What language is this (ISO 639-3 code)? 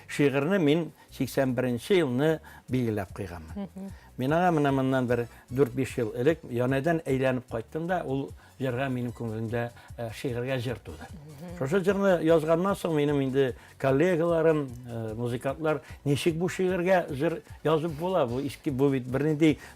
tat